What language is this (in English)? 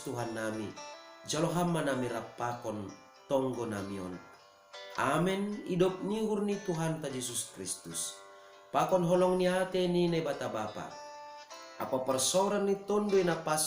Batak Simalungun